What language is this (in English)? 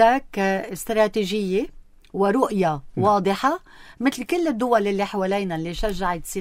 North Levantine Arabic